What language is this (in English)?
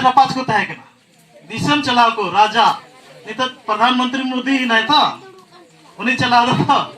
Santali